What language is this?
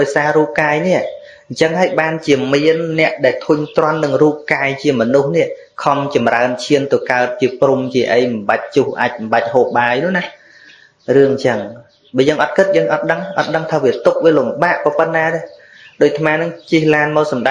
Khmer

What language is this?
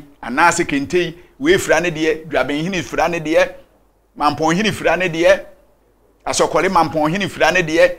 Akan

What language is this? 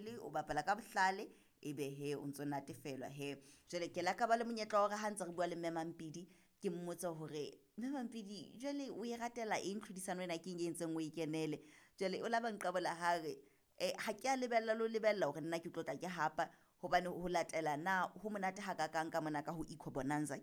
Southern Sotho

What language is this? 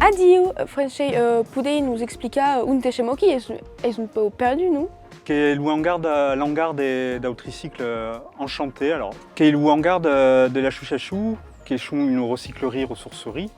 Occitan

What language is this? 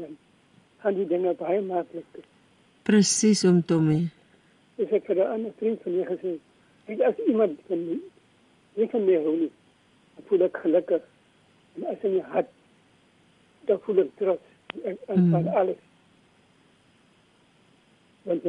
Afrikaans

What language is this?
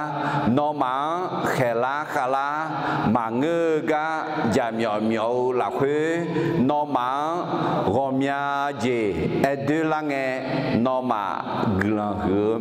Akha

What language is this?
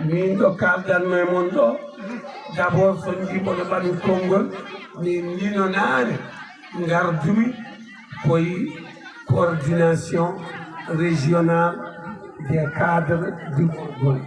Fula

